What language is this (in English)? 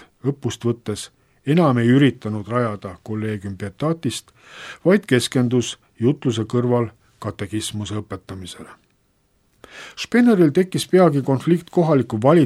Estonian